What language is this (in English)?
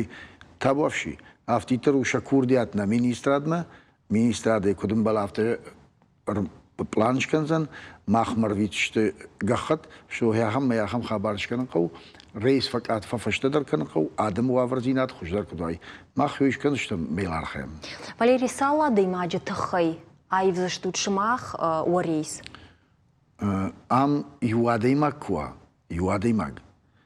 Ossetic